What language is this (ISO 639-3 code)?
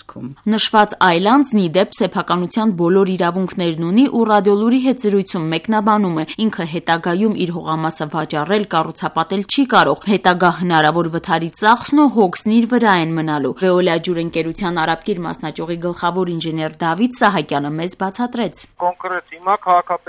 hye